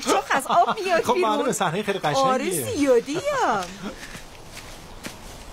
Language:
Persian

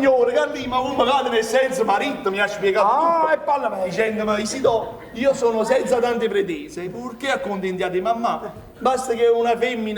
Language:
Neapolitan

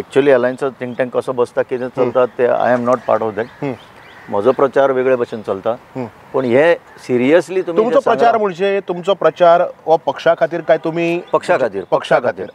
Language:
Konkani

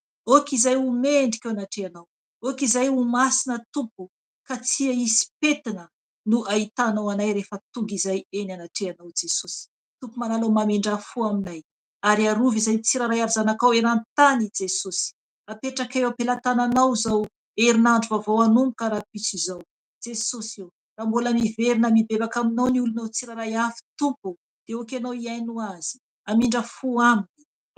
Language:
Malagasy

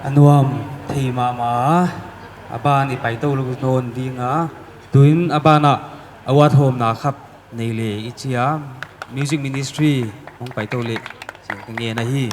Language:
Paite Chin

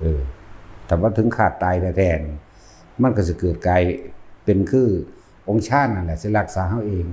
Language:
Northeastern Thai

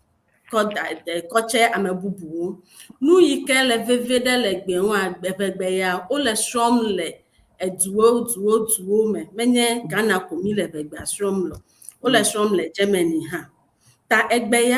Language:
Ewe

